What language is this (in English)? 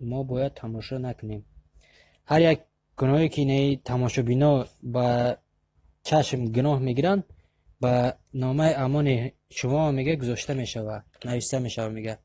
Tajik